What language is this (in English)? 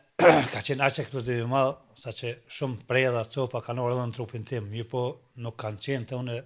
Albanian